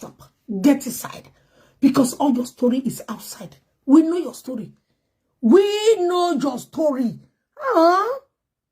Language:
Nigerian Pidgin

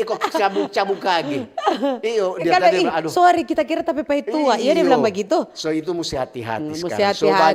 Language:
Manado Malay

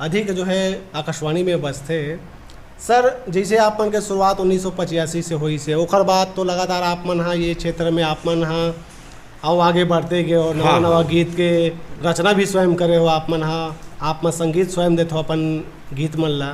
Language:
Chhattisgarhi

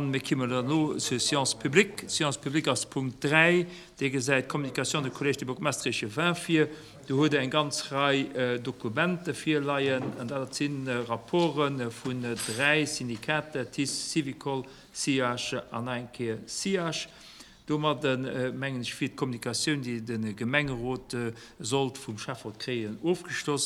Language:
Luxembourgish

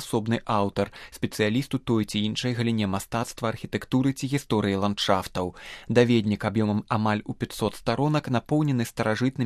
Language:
Belarusian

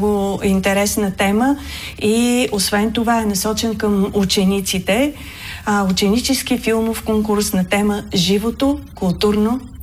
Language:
Bulgarian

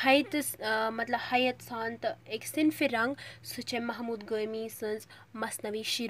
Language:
Kashmiri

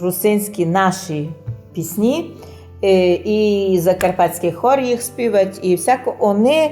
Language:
Rusyn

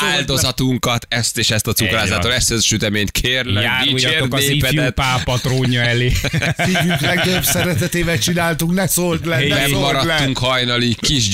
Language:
Hungarian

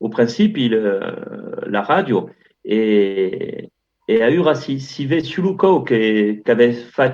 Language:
Occitan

